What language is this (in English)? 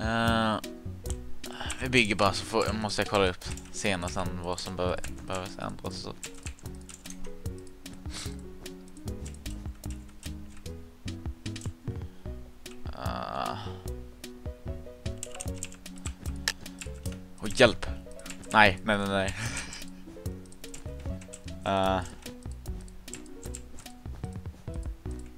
Swedish